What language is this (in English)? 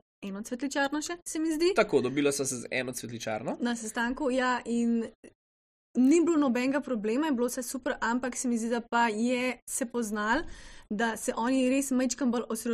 Slovenian